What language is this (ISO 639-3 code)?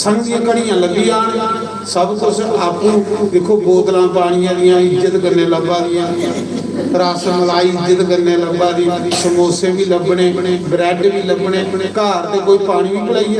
doi